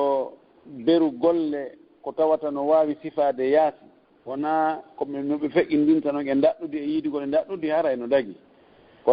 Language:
Fula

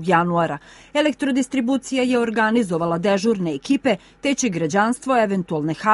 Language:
Serbian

